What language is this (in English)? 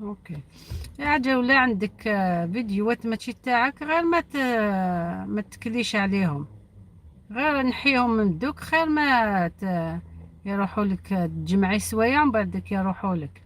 Algerian Arabic